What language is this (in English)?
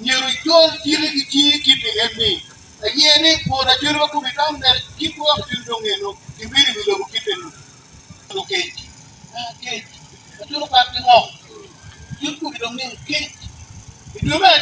Acoli